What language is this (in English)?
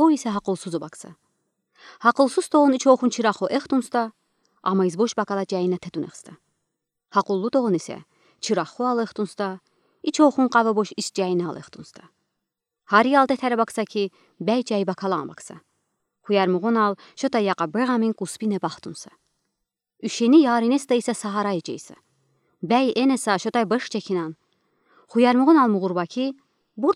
Udi